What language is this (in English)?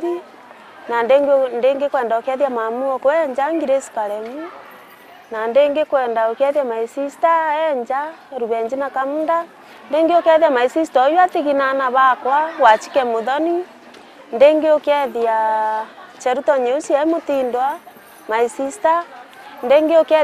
Meru